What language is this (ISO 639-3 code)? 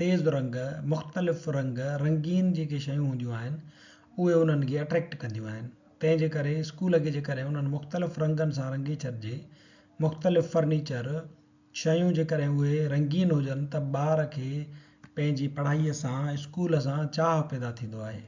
snd